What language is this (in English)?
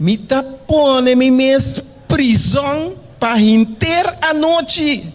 Papiamento